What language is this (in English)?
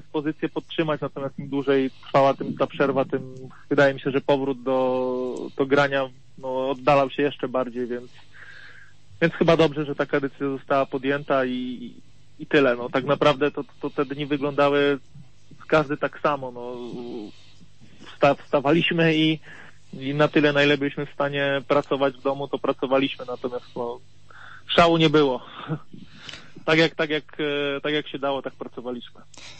Polish